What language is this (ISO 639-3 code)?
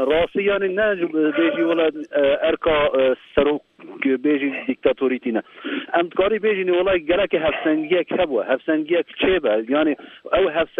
kur